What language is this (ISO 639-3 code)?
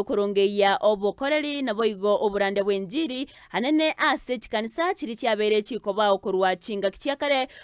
guz